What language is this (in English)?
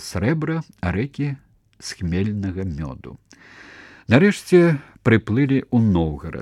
Belarusian